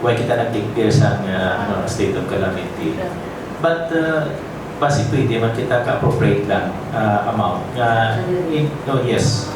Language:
Hiligaynon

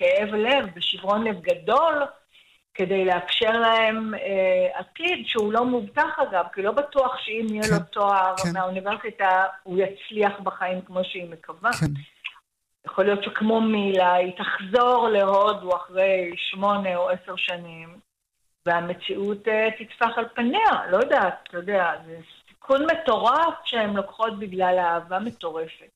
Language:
Hebrew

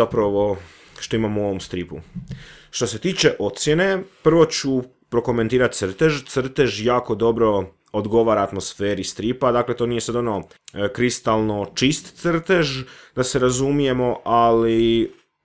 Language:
Croatian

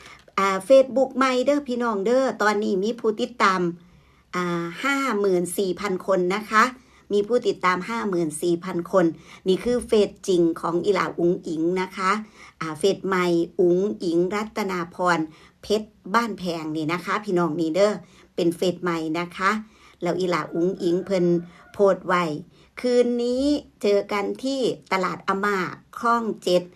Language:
Northeastern Thai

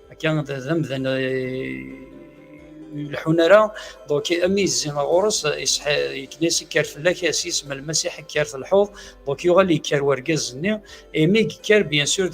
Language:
Kabyle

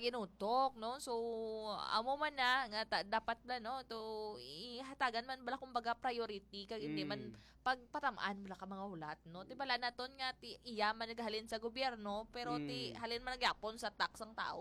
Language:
Hiligaynon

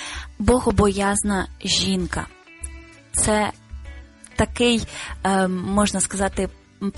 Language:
Ukrainian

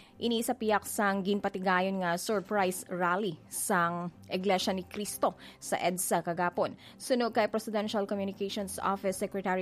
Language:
Hiligaynon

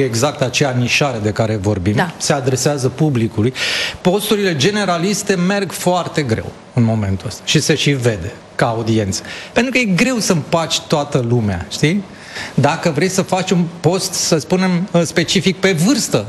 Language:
Romanian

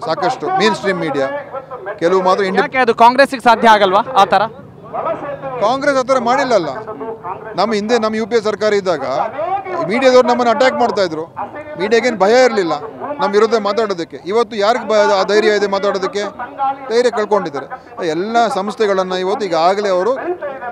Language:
Kannada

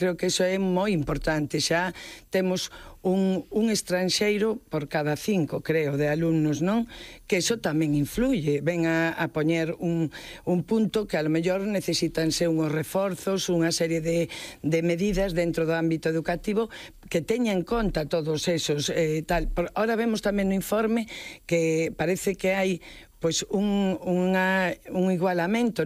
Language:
Galician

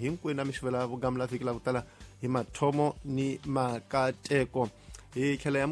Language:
Tsonga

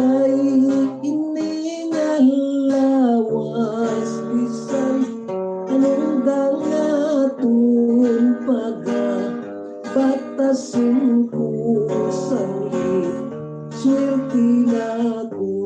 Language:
Hiligaynon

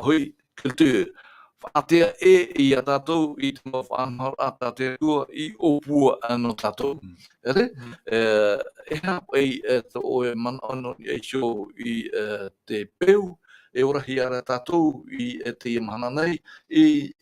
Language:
Tahitian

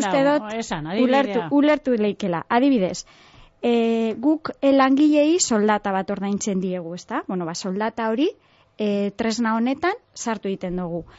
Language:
Basque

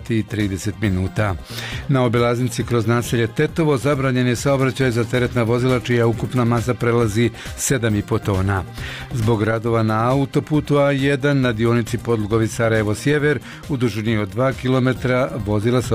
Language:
Bosnian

